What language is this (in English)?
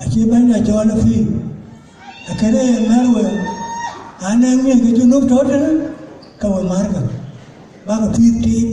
Dinka